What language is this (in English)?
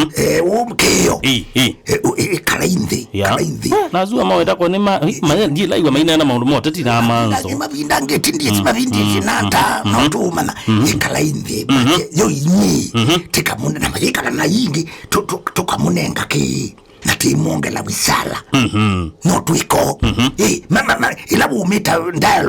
Kamba